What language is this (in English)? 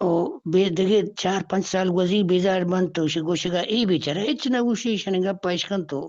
Eastern Balochi